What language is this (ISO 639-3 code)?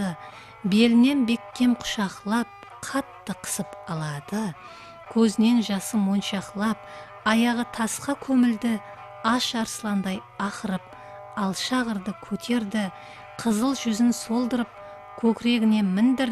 kaa